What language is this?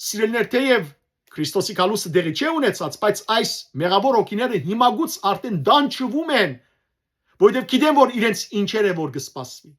Western Armenian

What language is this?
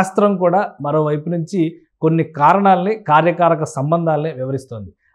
Telugu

